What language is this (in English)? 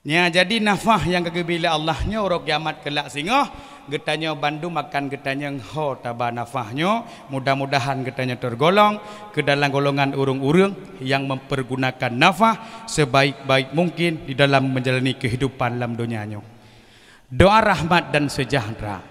Achinese